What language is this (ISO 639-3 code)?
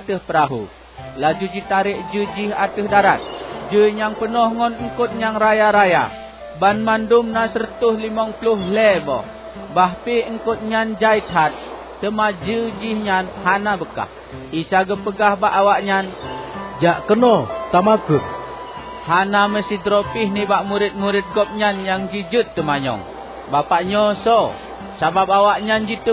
ace